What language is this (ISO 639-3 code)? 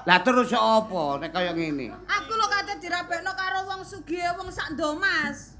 jav